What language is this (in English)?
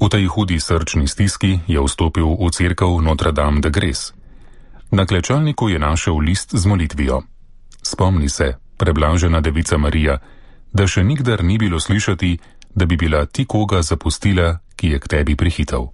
Slovenian